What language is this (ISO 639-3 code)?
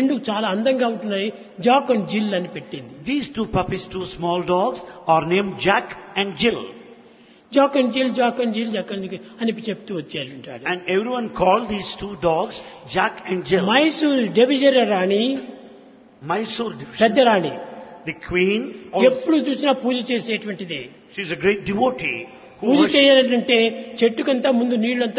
tel